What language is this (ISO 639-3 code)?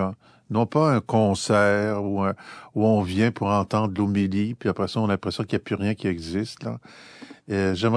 fra